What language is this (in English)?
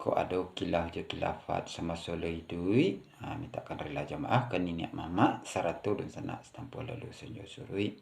Minangkabau